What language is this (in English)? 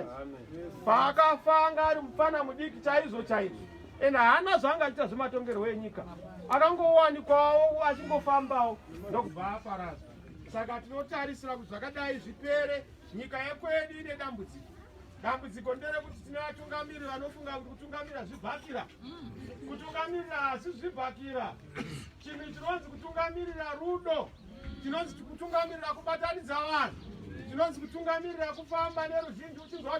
Shona